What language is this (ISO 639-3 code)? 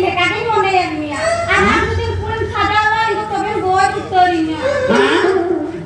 sat